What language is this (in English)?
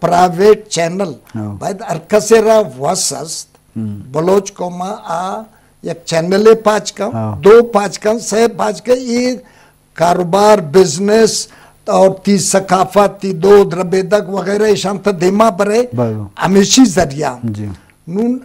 Eastern Balochi